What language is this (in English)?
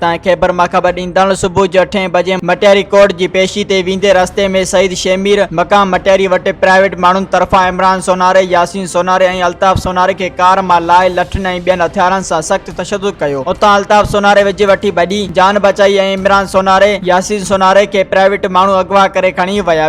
Sindhi